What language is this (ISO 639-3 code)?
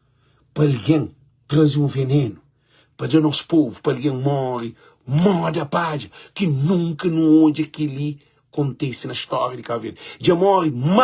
kea